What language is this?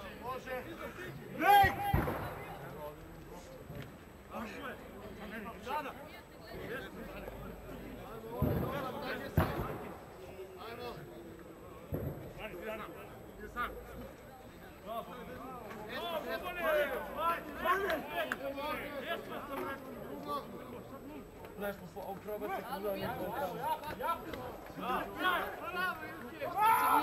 Serbian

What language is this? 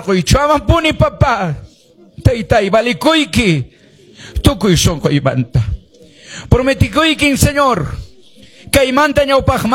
Quechua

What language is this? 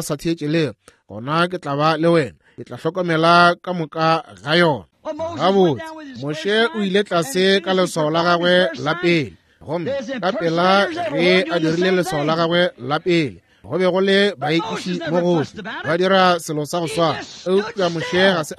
Northern Sotho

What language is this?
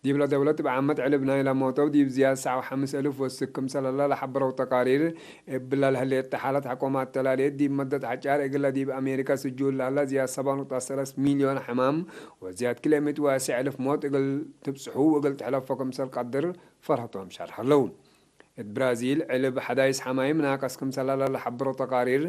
Tigre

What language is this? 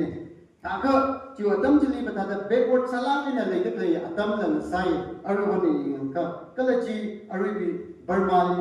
Tangkhul Naga (India)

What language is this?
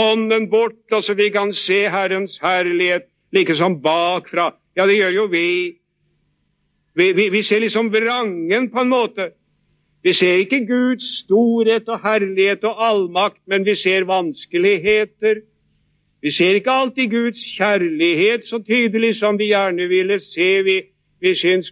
Norwegian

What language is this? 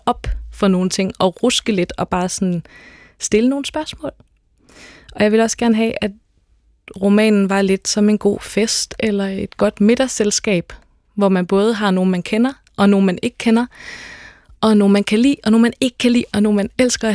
Danish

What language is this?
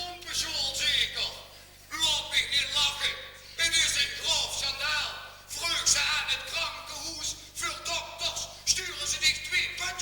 Limburgish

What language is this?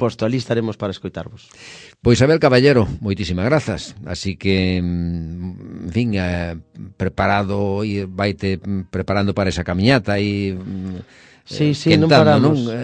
Galician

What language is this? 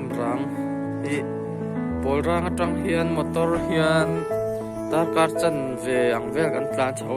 Mizo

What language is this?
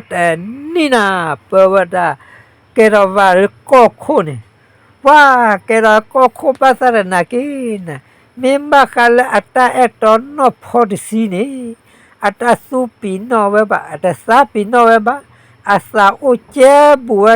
S'gaw Karen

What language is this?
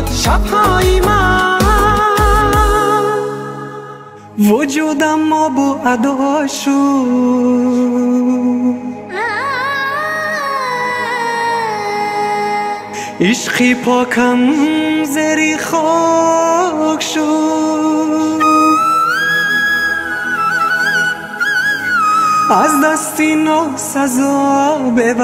Persian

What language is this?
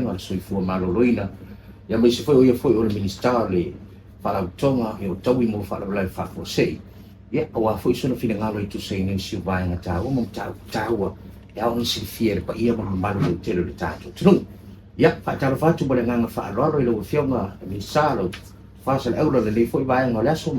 Samoan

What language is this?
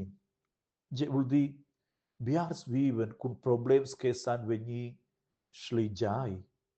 Romansh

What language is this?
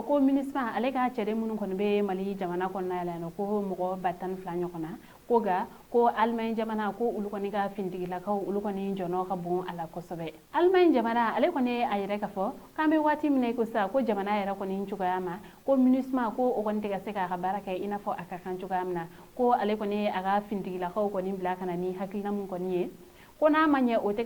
Bambara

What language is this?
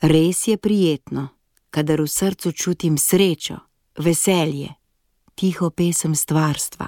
Slovenian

